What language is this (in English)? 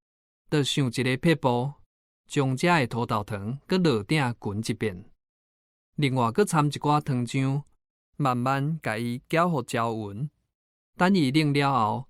Min Nan Chinese